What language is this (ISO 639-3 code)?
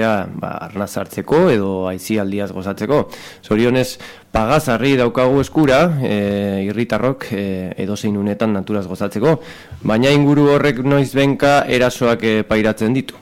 eus